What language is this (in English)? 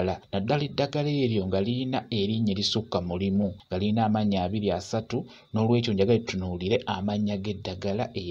Ganda